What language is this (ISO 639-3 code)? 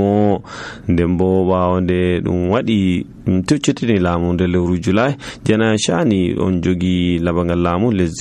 fuv